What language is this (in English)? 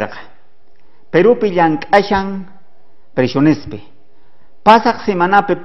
South Bolivian Quechua